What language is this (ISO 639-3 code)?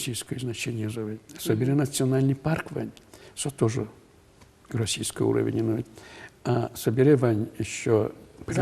udm